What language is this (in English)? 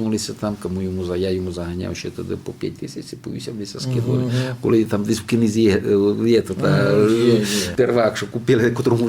Rusyn